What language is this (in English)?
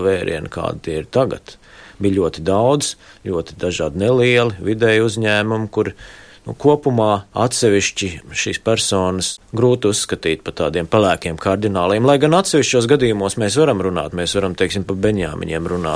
Latvian